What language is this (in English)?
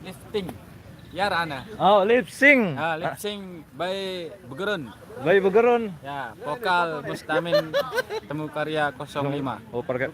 Sasak